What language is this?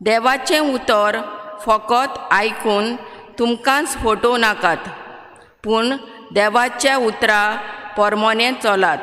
Konkani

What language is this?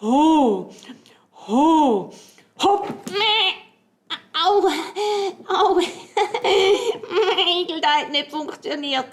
Swiss German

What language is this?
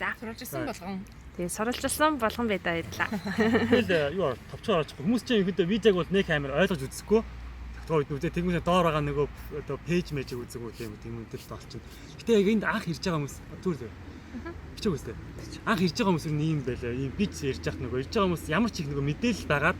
Mongolian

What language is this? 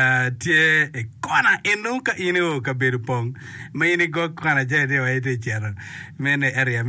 Acoli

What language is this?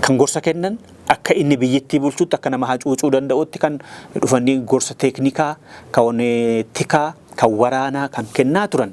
Oromo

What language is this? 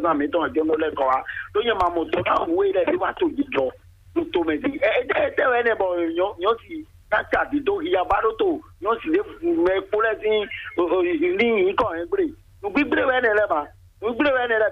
Fon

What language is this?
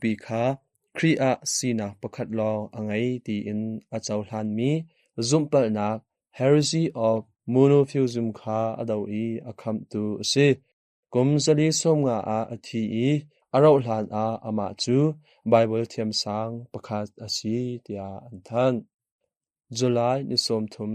Hakha Chin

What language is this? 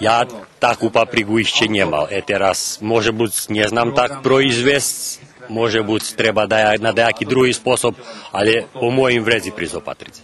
Rusyn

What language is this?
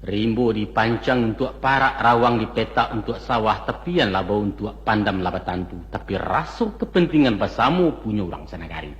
Minangkabau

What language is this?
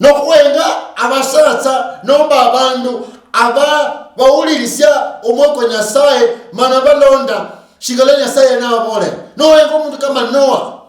Luyia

